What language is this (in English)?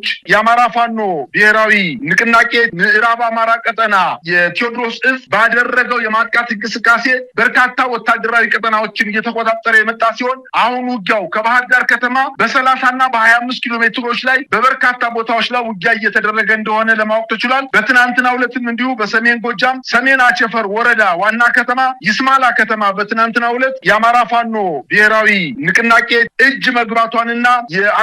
Amharic